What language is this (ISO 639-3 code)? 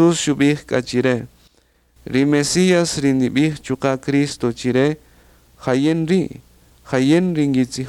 cak